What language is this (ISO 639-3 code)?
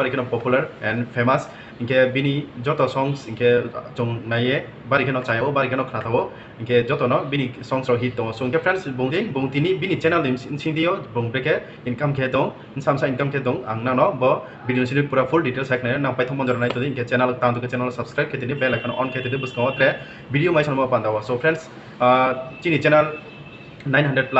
ria